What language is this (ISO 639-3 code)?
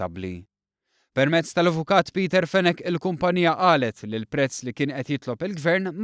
mlt